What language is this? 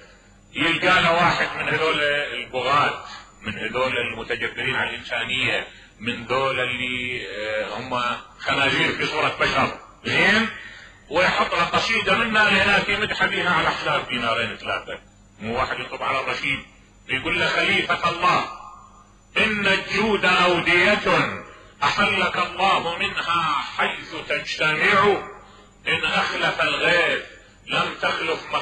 Mesopotamian Arabic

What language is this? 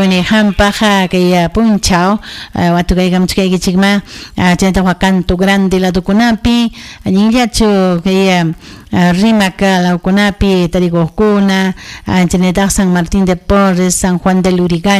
Ayacucho Quechua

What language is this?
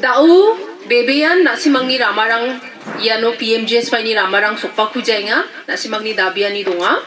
Garo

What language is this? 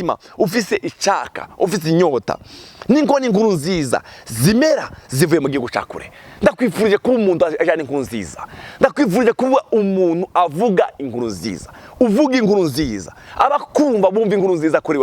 Rundi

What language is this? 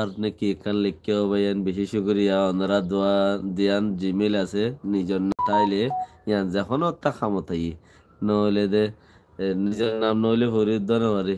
Rohingya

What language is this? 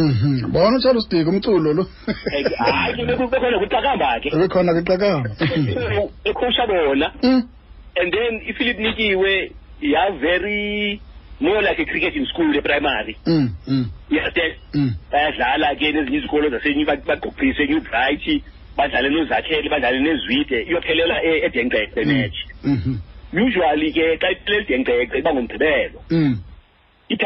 Xhosa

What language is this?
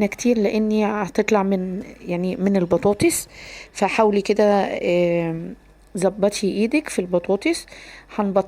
Egyptian Arabic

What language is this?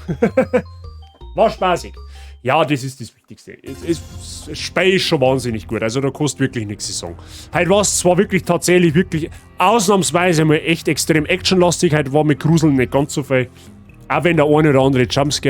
Bavarian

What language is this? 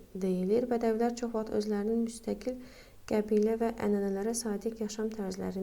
Azerbaijani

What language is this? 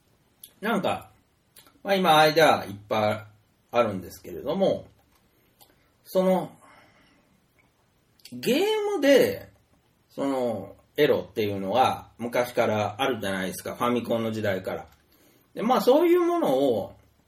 Japanese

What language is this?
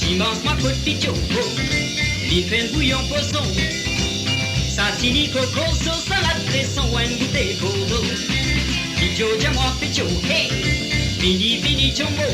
Morisyen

